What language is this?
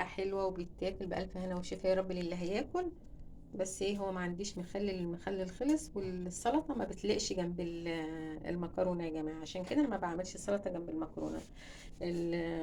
Egyptian Arabic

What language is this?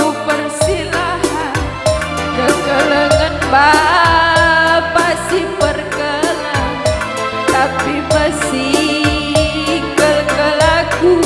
Batak Karo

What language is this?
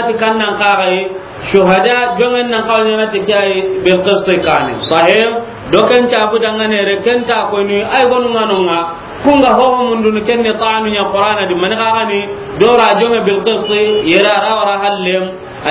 Soninke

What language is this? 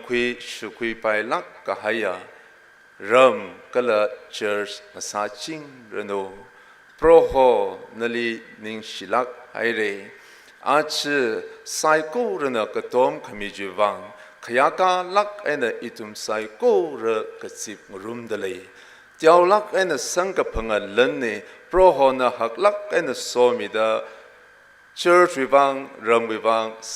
Tangkhul Naga (India)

